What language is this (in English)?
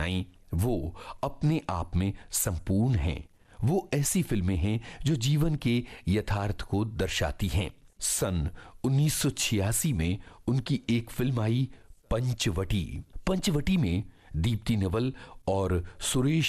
Hindi